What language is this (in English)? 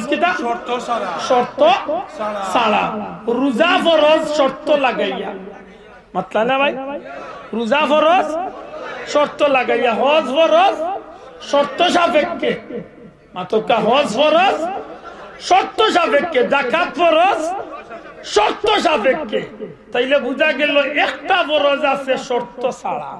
Sylheti